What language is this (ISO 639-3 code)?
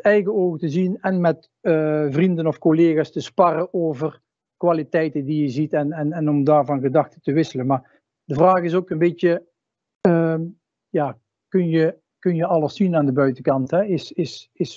nld